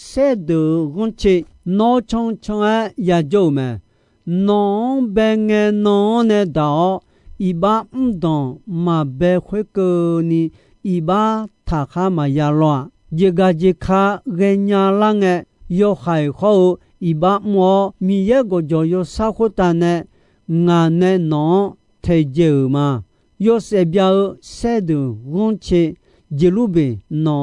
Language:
Akha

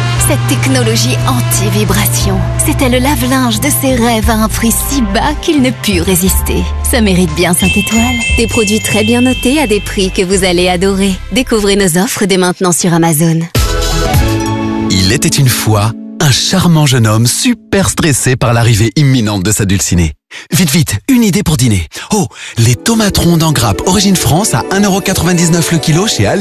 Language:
French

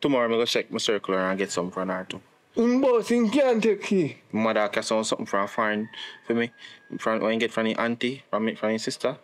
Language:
Jamaican Creole English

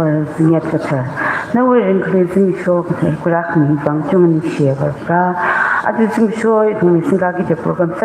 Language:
Tangkhul Naga (India)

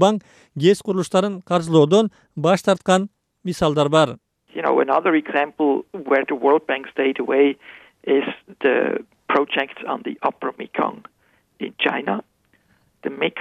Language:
Kyrgyz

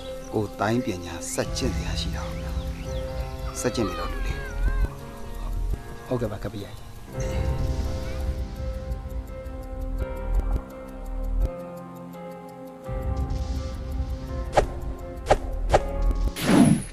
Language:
Burmese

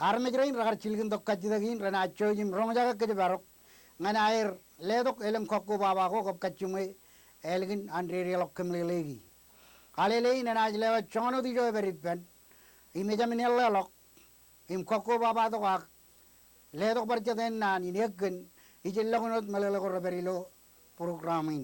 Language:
Marshallese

